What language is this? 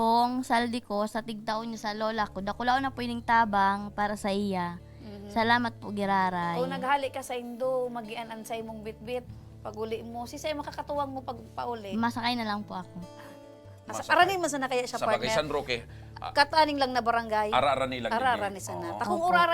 Bikol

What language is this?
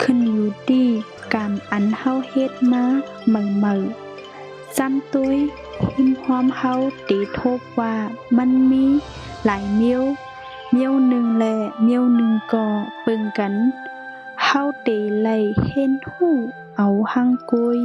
Shan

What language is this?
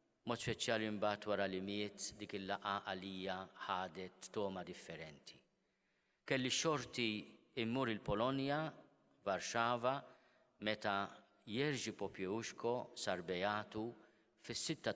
Maltese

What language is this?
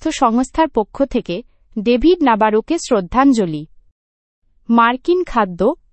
Bangla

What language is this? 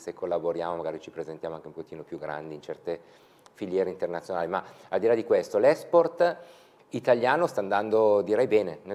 Italian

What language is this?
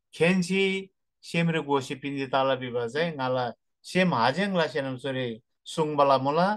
Eastern Tamang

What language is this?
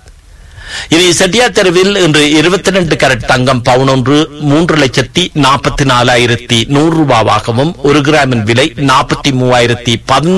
Tamil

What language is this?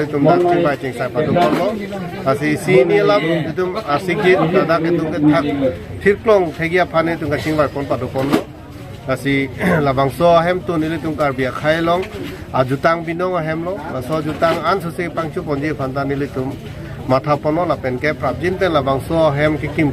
Karbi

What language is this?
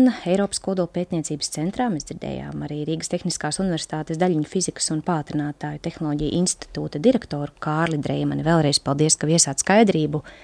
Latvian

